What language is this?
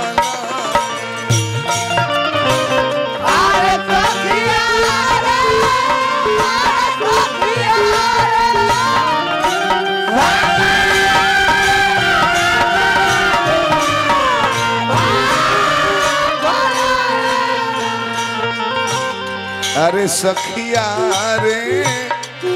Bhojpuri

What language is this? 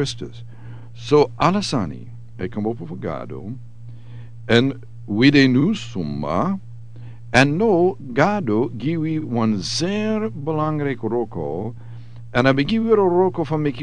Sranan Tongo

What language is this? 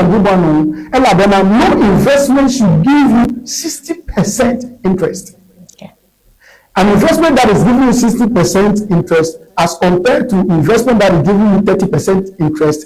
Ewe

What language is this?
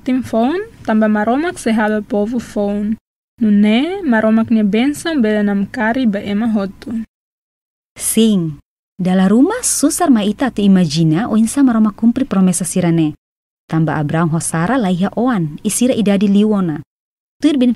Tetum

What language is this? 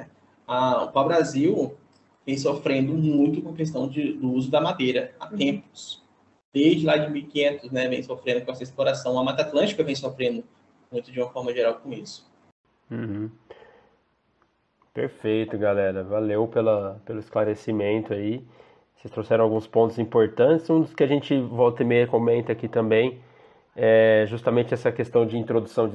Portuguese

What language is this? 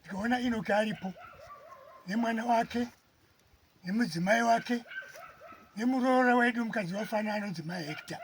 Shona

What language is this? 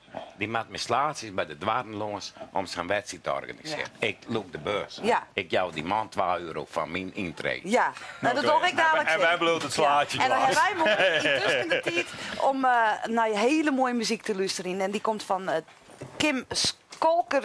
Western Frisian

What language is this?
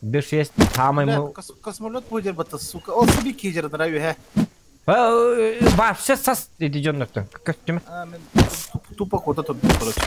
Yakut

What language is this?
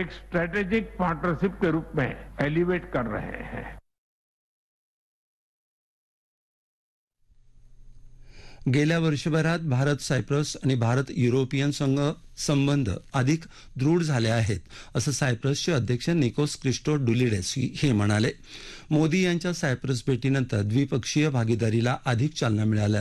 Marathi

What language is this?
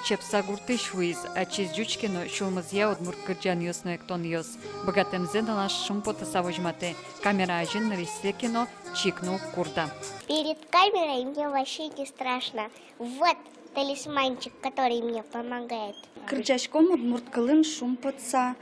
Udmurt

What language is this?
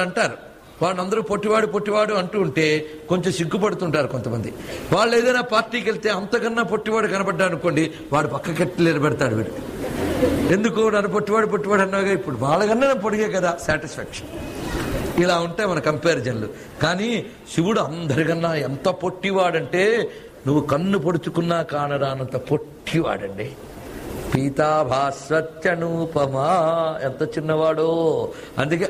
Telugu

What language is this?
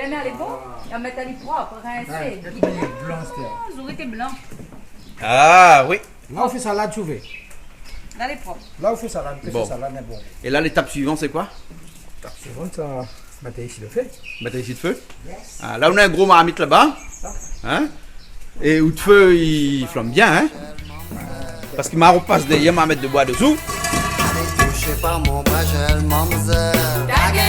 Réunion Creole French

